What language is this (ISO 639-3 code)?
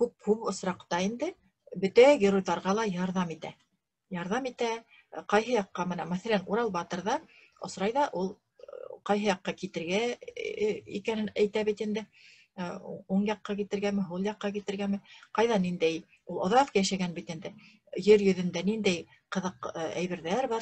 bak